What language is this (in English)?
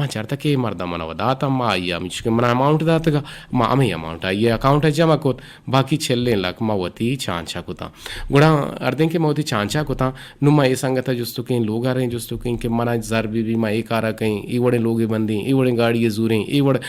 Eastern Balochi